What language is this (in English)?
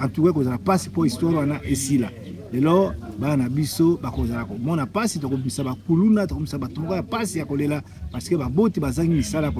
Lingala